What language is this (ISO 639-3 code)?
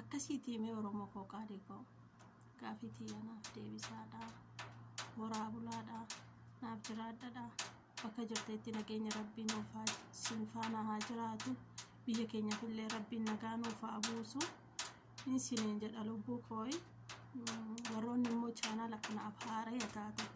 orm